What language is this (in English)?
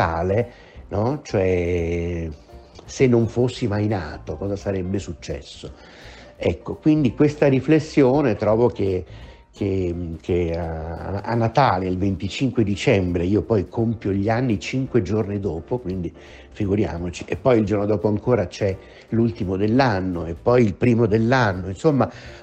Italian